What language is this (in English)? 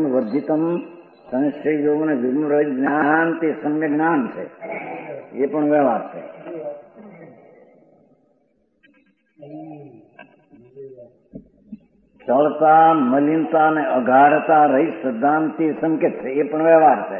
Gujarati